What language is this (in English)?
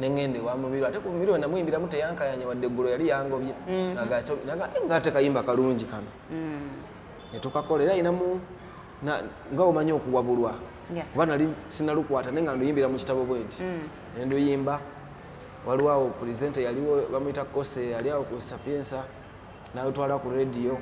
Ganda